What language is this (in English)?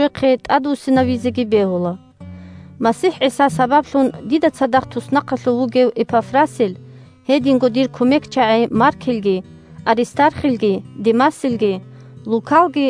Avaric